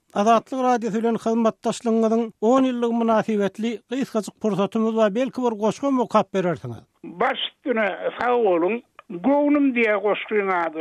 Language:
Turkmen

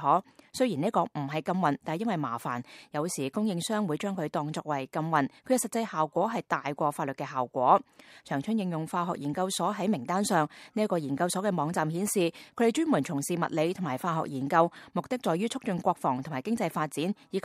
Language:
Cantonese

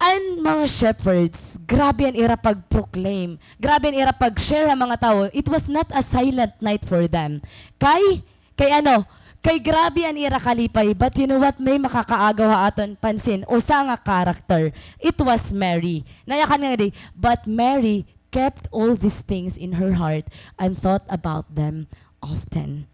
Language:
Waray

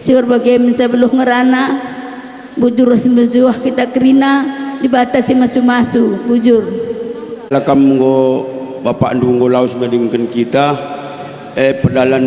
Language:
Batak Karo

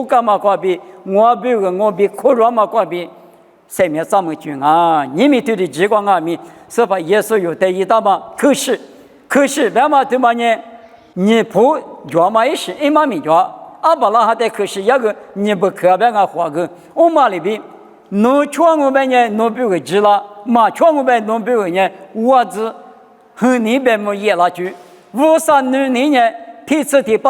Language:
Lisu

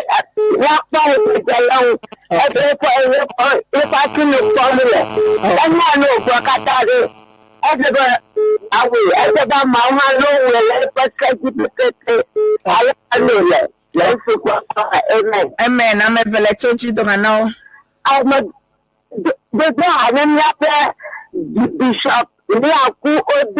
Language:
Ewe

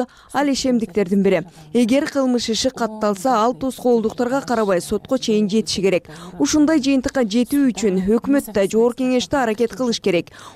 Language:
Kyrgyz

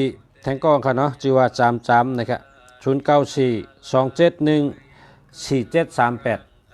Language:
Shan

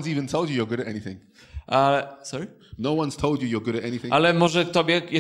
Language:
Polish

